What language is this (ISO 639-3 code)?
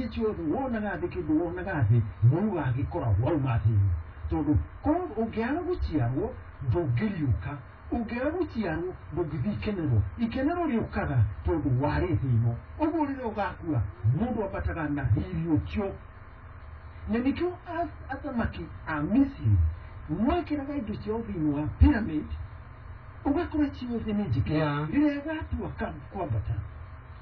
kik